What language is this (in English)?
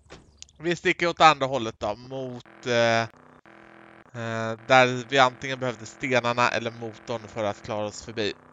Swedish